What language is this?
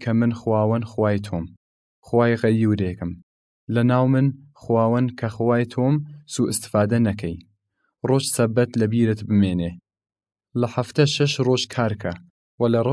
Southern Kurdish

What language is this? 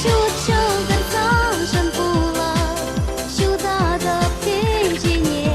Chuvash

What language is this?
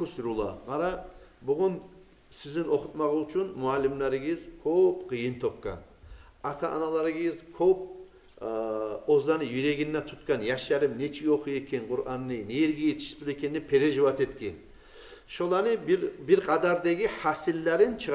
Kumyk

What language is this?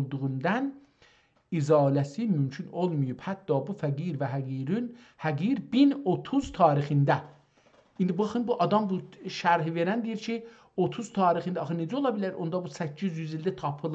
South Azerbaijani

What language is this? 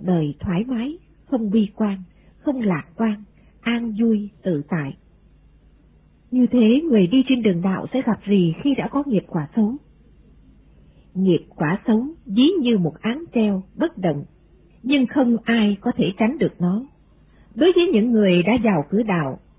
Vietnamese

